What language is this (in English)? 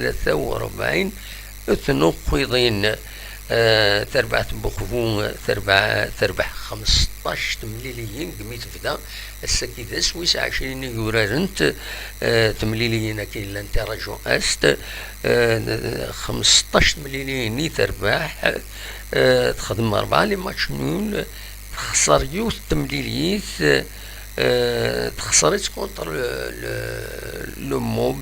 Kabyle